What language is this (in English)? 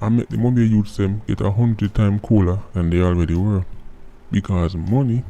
Jamaican Creole English